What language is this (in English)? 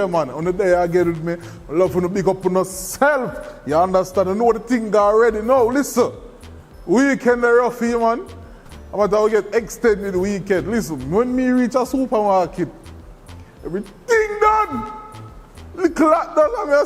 Jamaican Creole English